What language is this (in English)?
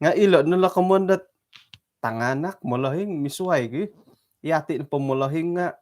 Central Dusun